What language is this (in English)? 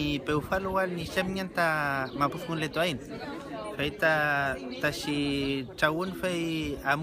Mapuche